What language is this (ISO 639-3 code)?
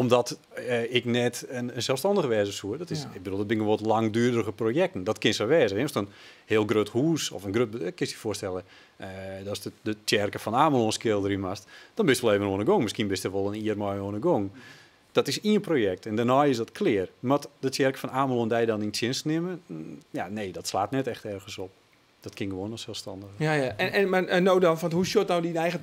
fry